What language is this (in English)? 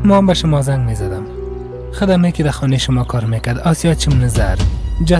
Persian